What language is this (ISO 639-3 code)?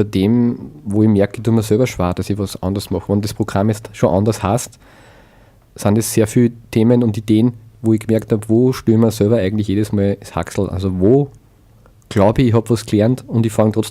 bar